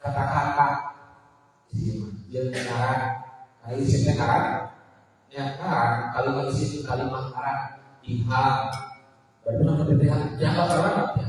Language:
Sundanese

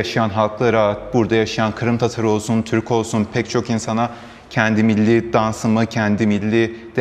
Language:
Crimean Tatar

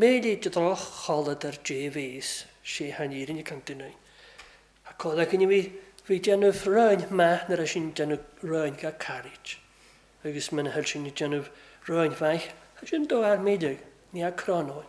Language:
Welsh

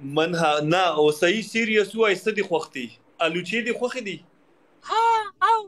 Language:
Pashto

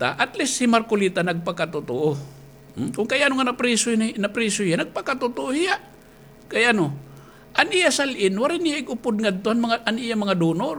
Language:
Waray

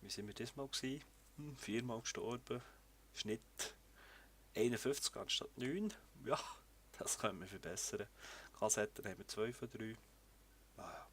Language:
Swiss German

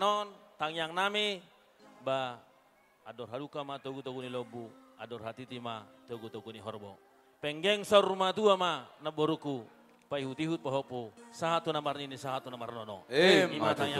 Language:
Batak Toba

